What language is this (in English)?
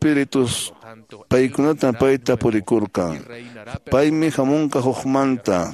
Quechua